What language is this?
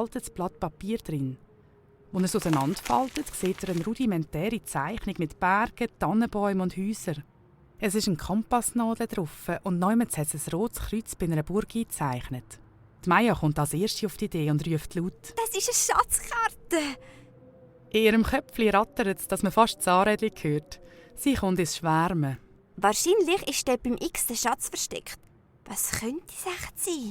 Swiss German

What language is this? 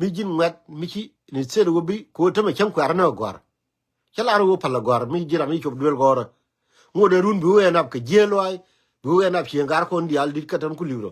Nuer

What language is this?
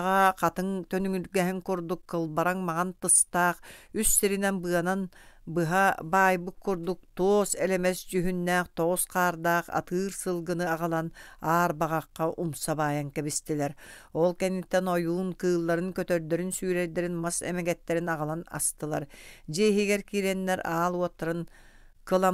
Yakut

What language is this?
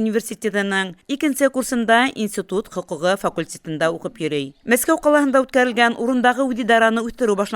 Bashkir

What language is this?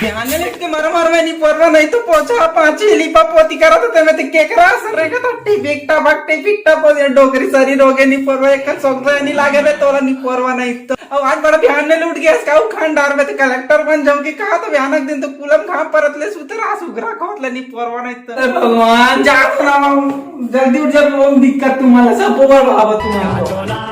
Chhattisgarhi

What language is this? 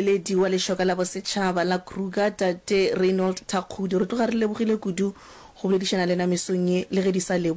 Northern Sotho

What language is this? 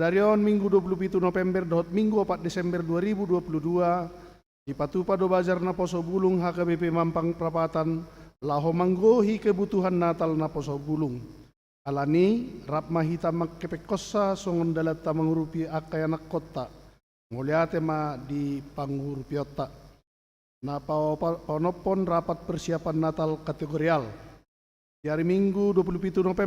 Batak Toba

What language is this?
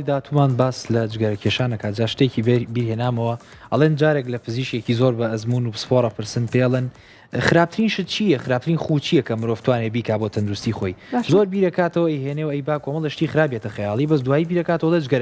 Central Kurdish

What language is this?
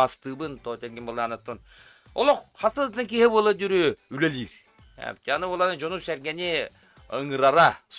Yakut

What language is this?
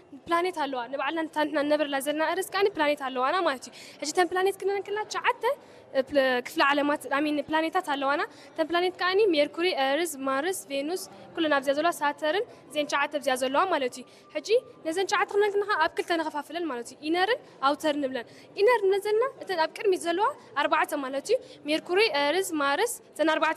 Tigrinya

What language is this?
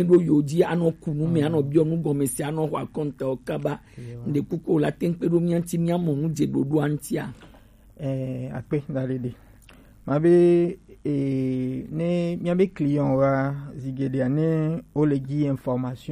Gen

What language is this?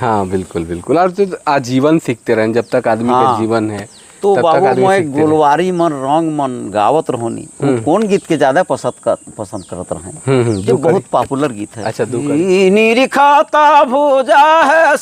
Sadri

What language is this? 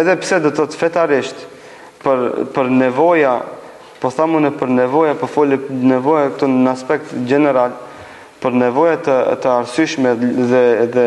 Albanian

